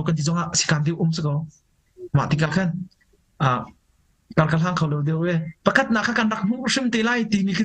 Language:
Hakha Chin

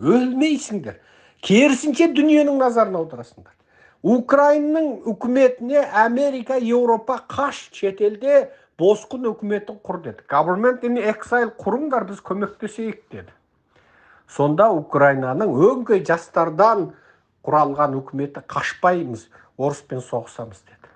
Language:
Kazakh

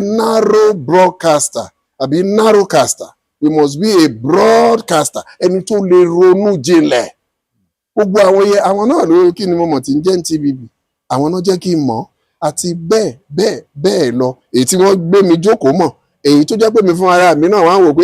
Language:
Yoruba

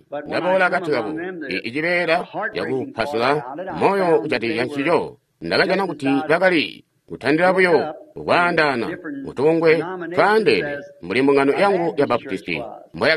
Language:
Tonga (Zambia)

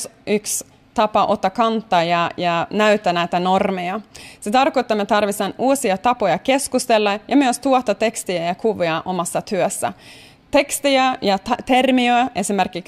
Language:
Finnish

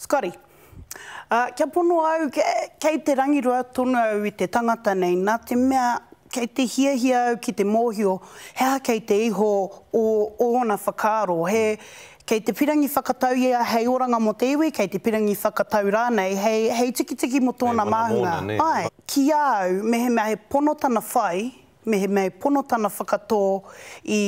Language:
Māori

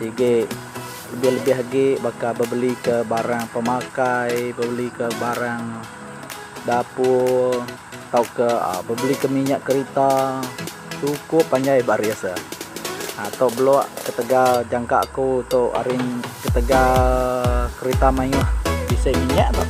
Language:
Iban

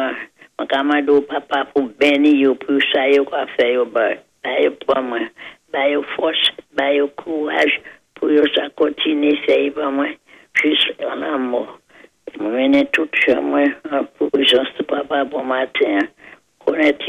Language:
Saint Lucian Creole French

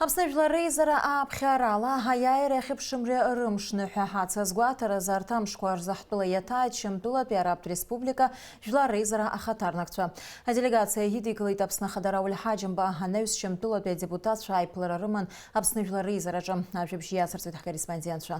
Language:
Abkhazian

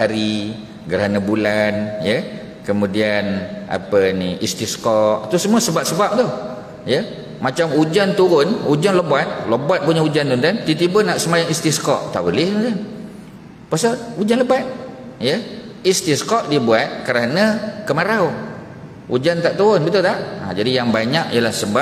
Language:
Malay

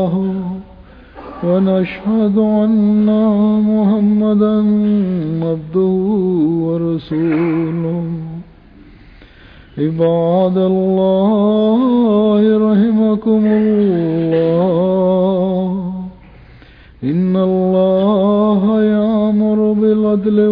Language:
Urdu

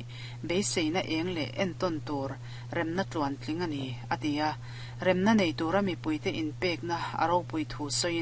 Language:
Mizo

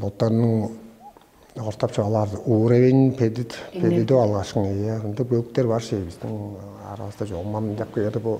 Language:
Tuvinian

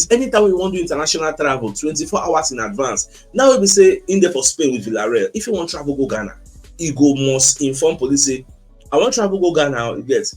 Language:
Nigerian Pidgin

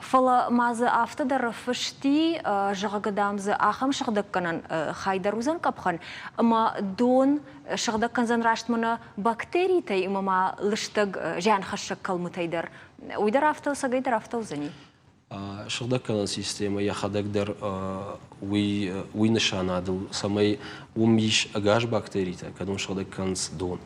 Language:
Ossetic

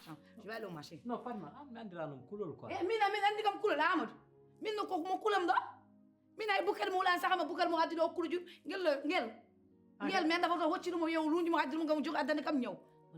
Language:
Fula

